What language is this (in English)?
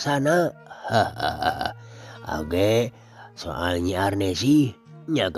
Sundanese